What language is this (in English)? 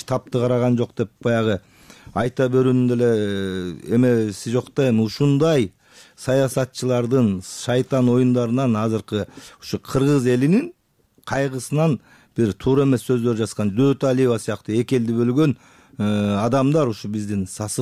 Kyrgyz